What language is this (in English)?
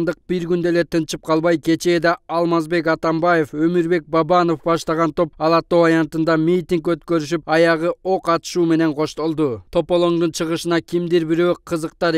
Kyrgyz